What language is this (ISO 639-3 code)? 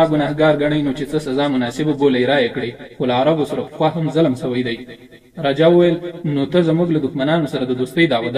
pus